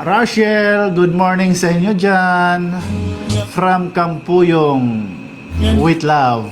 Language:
Waray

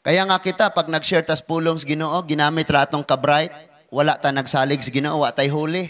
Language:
Cebuano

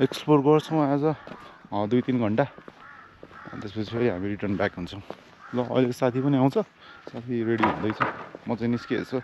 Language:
Nepali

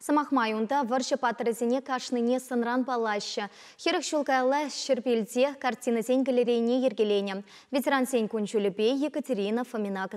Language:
Chuvash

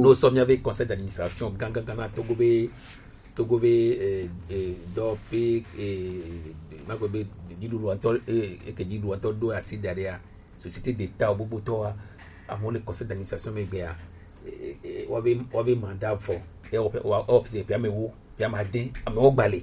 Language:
Gen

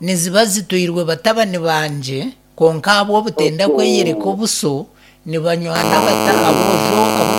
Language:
Nyankole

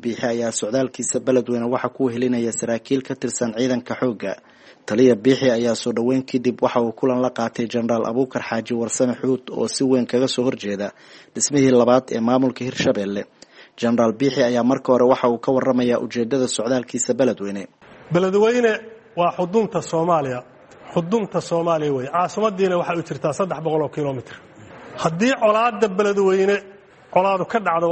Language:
Somali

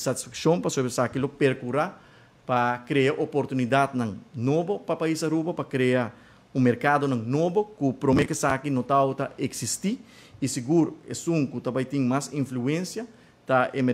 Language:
Papiamento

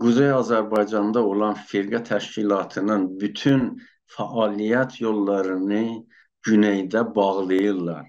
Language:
South Azerbaijani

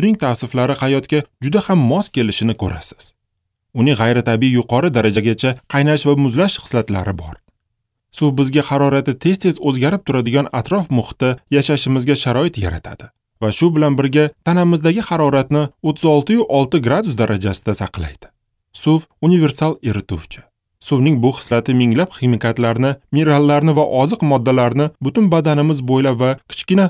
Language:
Uzbek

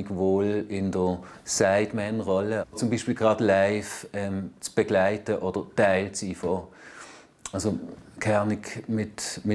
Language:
Swiss German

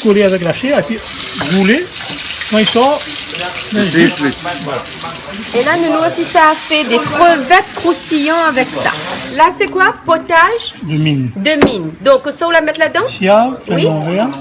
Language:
Réunion Creole French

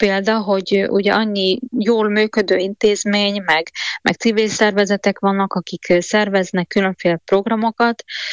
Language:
Hungarian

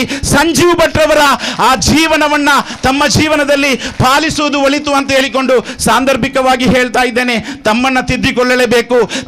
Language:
Kannada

